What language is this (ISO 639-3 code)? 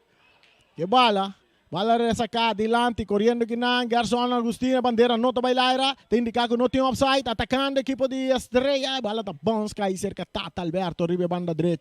pap